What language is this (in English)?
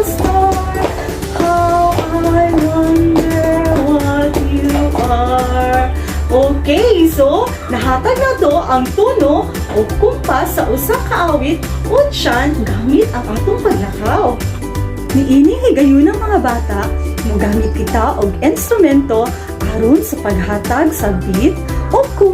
Cebuano